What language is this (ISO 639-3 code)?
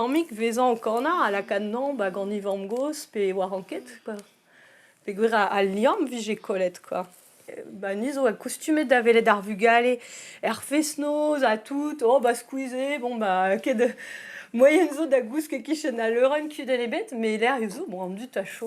bre